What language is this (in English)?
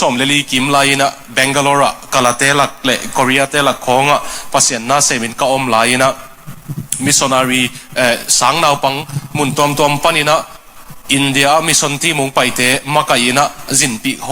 Tedim Chin